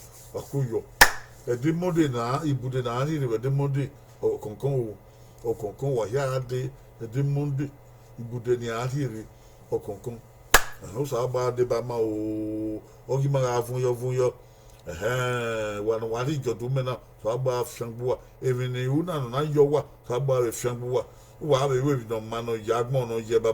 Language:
Bini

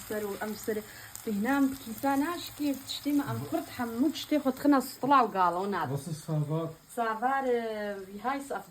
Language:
Kurdish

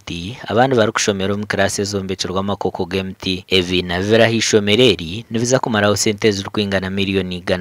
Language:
Nyankole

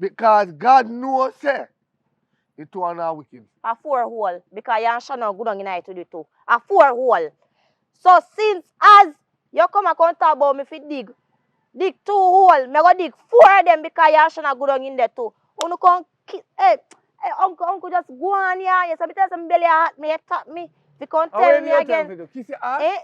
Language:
Jamaican Creole English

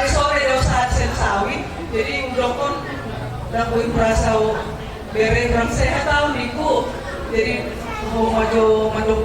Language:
Batak Toba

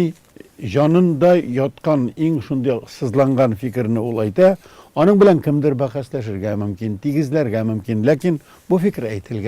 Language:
Tatar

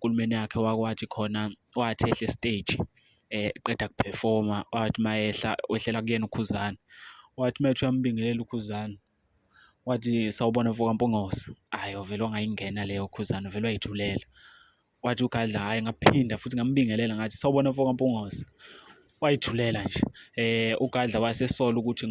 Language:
Zulu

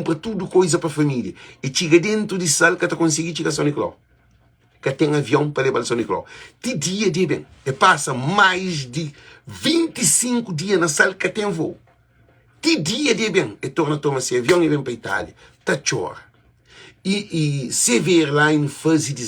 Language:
Kabuverdianu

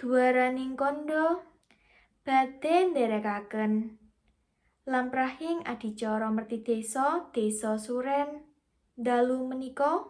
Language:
Javanese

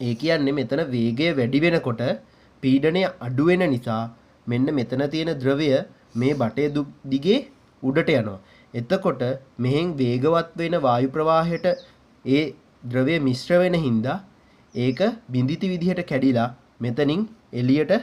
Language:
Sinhala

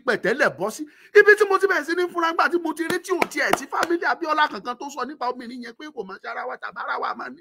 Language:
Yoruba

